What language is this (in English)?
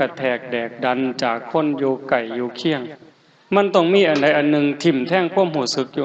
Lao